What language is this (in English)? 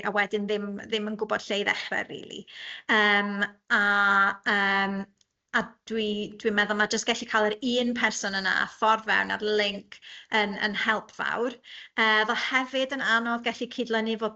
Welsh